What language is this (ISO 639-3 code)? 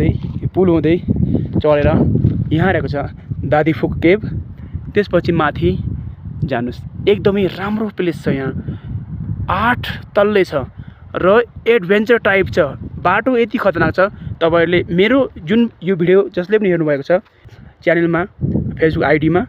nep